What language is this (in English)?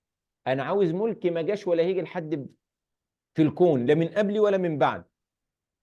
Egyptian Arabic